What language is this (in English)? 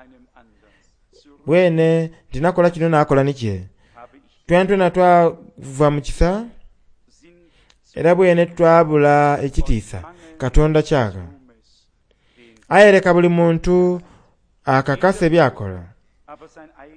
Soga